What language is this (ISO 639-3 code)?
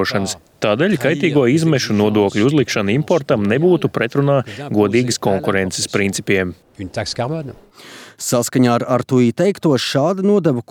lav